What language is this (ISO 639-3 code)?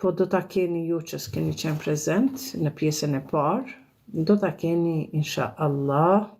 sqi